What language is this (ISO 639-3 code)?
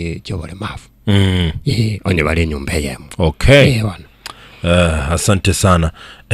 guz